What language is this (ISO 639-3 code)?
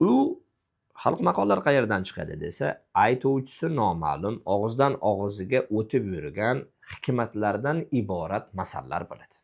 uzb